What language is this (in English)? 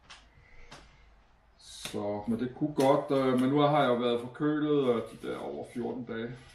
Danish